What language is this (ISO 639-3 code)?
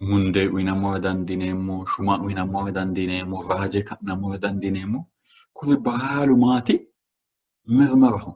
sid